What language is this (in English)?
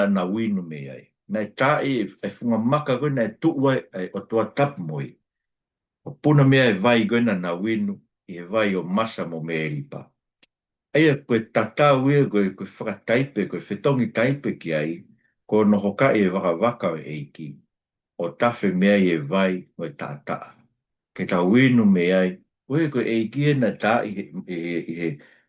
Tongan